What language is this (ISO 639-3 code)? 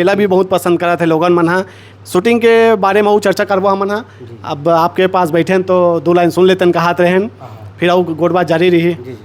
hne